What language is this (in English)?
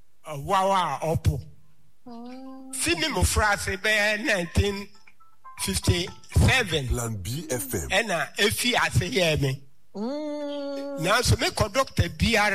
Akan